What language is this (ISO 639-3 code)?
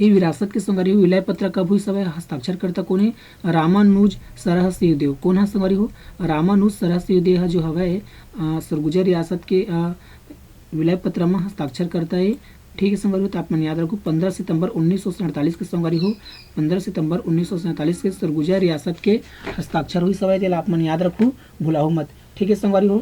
hne